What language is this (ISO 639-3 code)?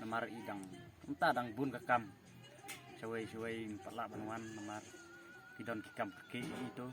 kha